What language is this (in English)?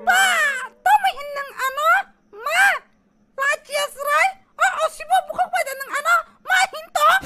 Kok Borok